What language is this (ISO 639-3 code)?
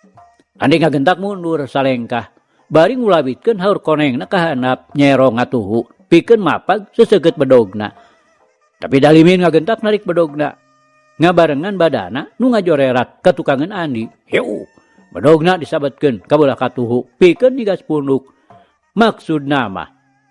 sun